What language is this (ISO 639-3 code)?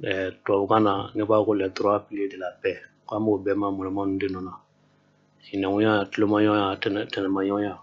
bam